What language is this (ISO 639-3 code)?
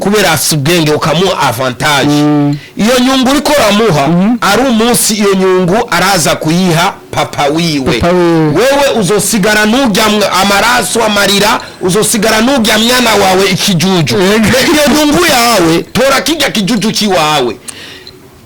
run